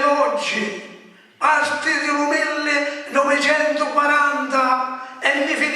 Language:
Sicilian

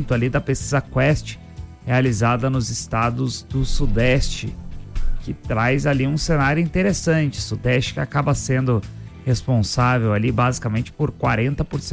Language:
Portuguese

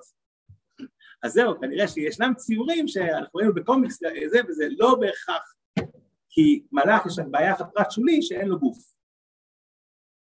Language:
Hebrew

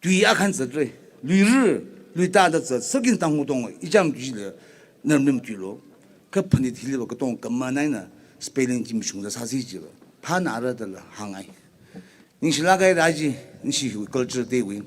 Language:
Tangkhul Naga (India)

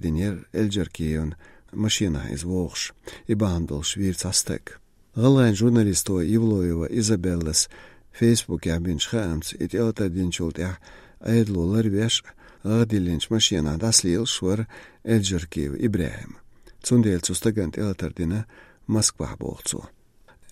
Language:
Chechen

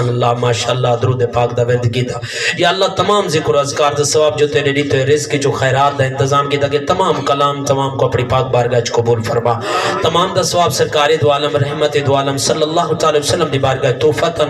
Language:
Saraiki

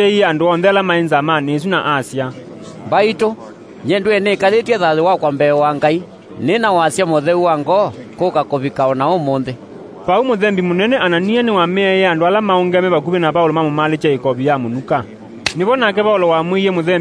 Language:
Kamba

